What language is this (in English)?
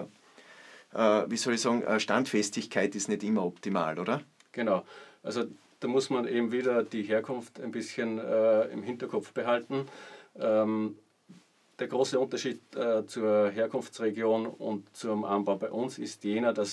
German